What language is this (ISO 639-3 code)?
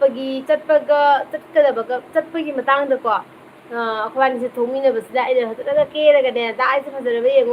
mni